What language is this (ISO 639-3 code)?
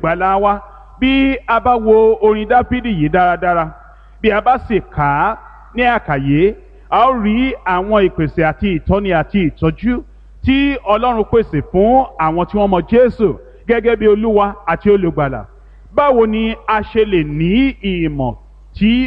yor